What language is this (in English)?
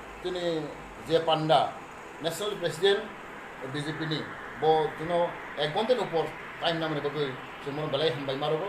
Riang (India)